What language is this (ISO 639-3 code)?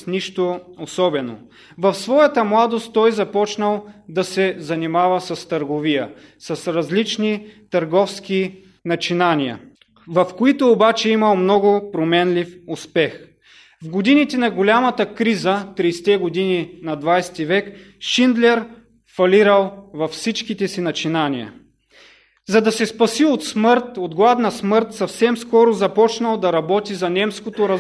bul